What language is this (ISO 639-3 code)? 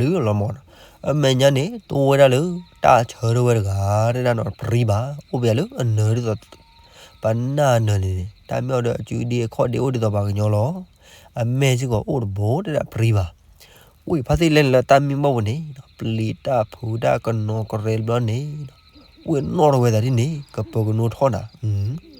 ksw